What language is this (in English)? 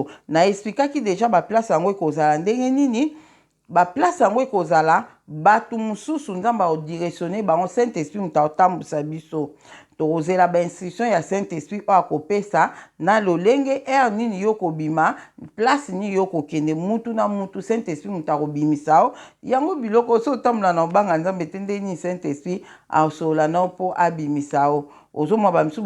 Lingala